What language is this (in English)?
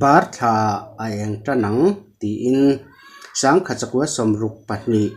Mizo